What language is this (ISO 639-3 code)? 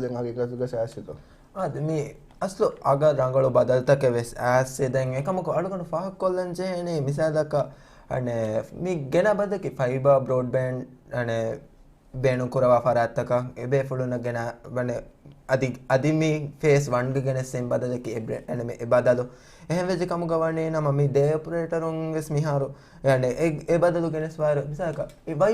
div